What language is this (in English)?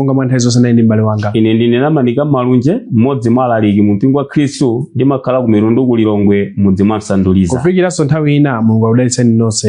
Nyanja